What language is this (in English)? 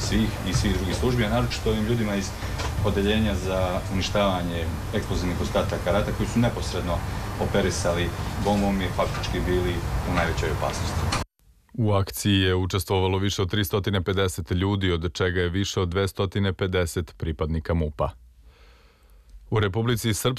Serbian